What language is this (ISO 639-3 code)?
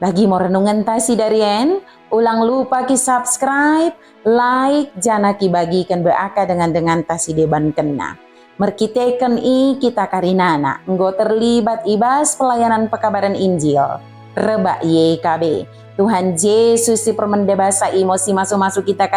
btd